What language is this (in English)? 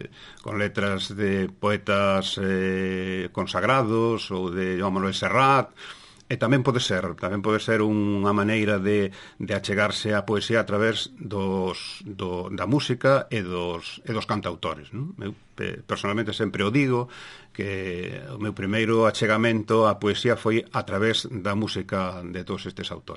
Galician